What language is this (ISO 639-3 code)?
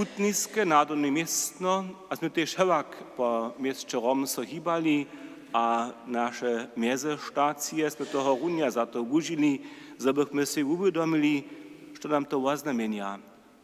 hsb